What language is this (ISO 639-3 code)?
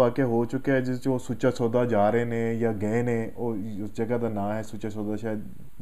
pan